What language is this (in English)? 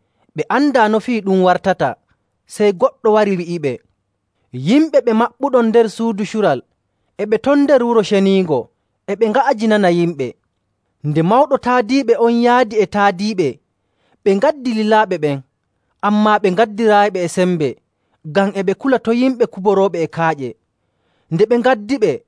Nigerian Fulfulde